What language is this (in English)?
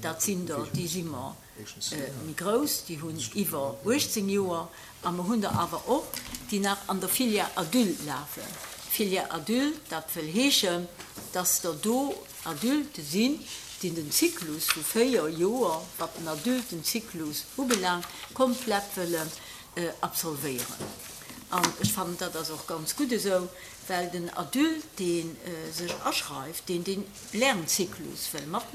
Luxembourgish